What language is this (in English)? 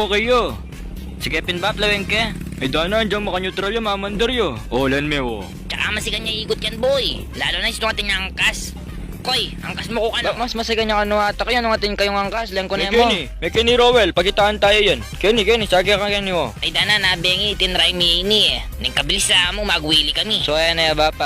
Pampanga